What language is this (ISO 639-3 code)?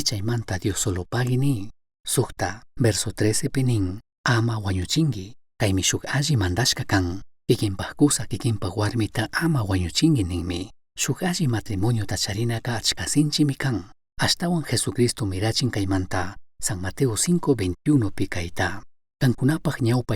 qug